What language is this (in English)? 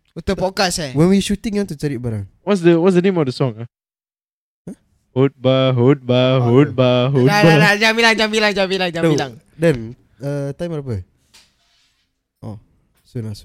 Malay